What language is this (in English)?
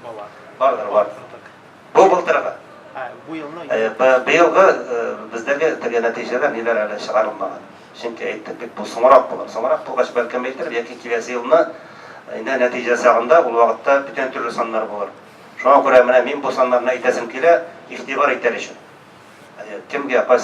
Tatar